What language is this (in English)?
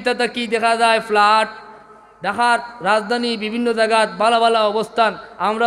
Sylheti